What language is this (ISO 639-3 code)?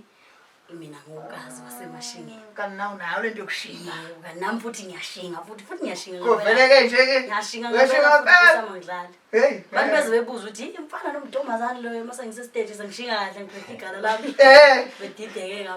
zul